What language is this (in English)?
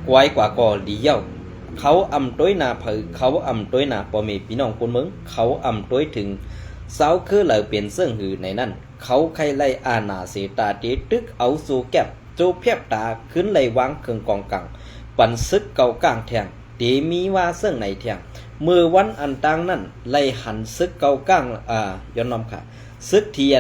Shan